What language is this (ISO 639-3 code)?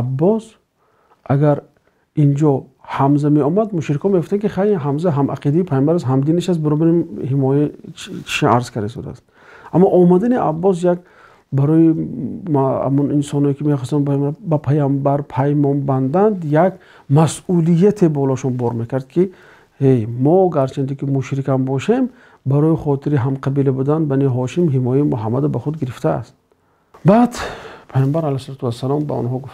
tgk